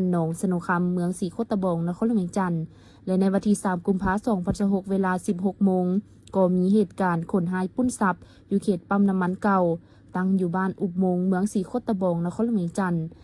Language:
Lao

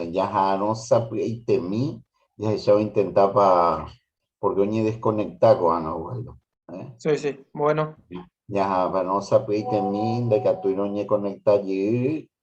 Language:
Guarani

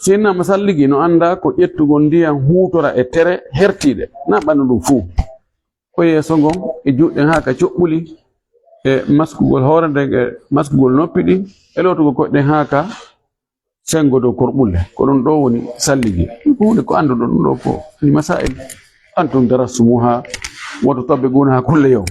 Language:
Fula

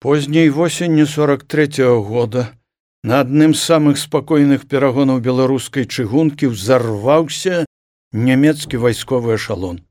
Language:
Belarusian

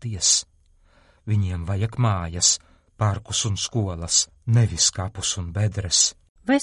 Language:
Latvian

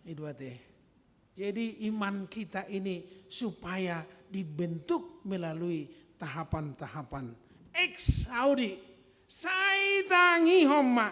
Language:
Batak Toba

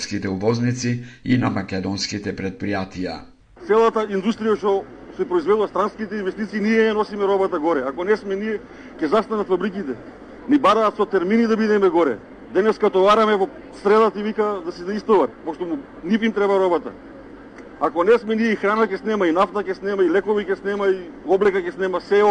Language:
Macedonian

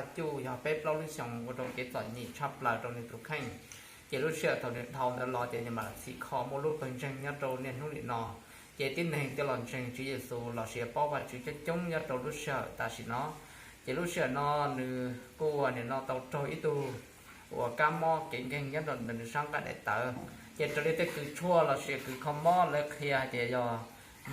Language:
Hmong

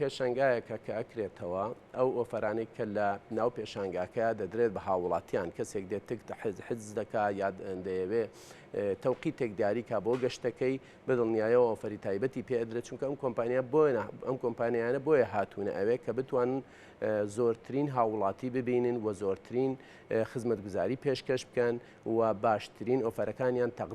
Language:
Central Kurdish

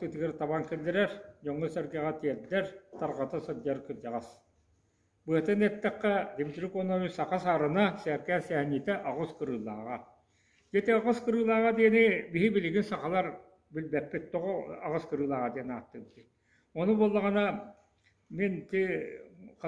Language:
Yakut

